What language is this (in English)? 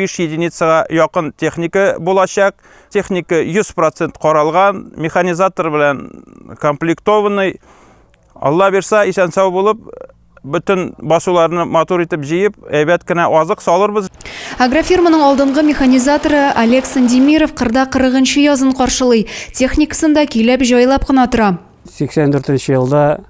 Tatar